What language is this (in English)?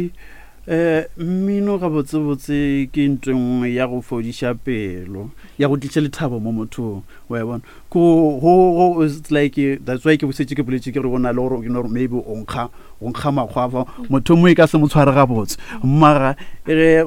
Northern Sotho